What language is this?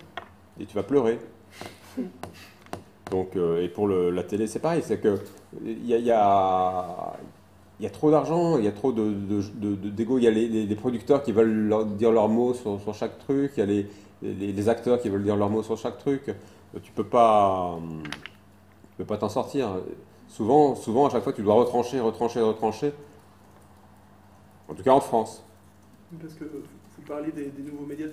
French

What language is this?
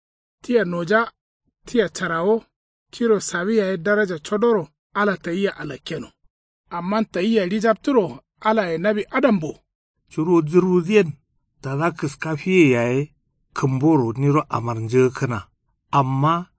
Kanuri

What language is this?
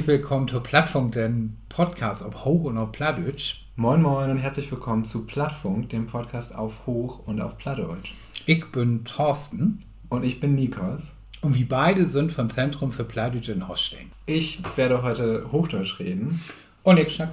Low German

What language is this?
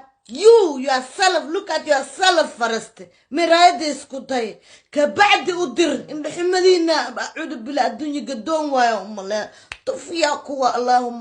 Somali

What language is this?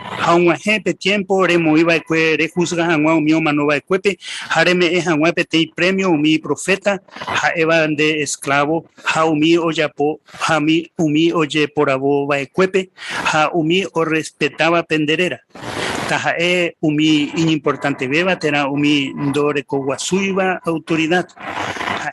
Guarani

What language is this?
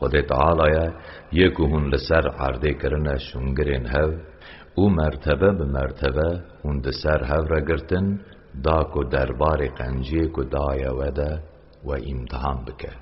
Kurdish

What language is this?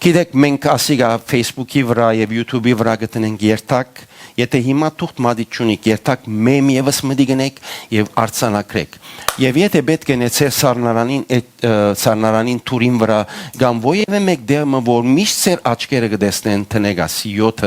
Western Armenian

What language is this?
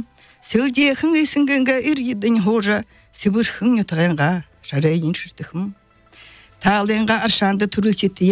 Belarusian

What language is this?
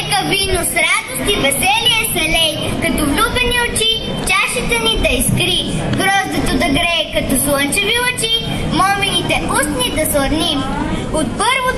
Bulgarian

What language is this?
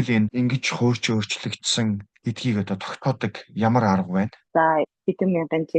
Mongolian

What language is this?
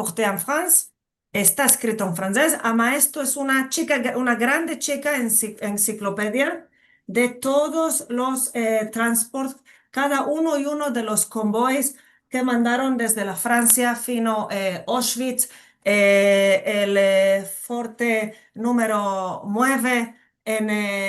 Ladino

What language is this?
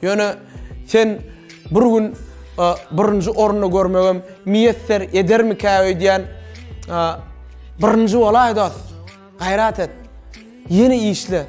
Turkmen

